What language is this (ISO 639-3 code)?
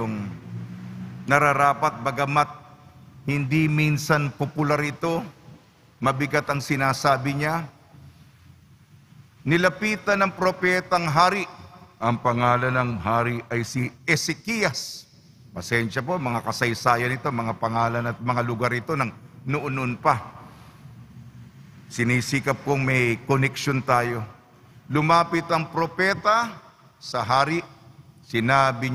fil